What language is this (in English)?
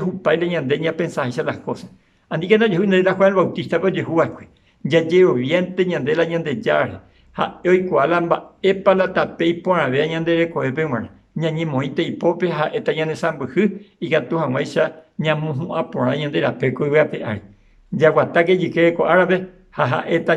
Guarani